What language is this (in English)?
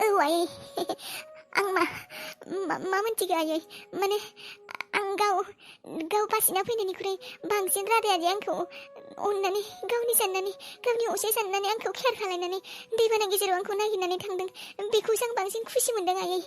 Bodo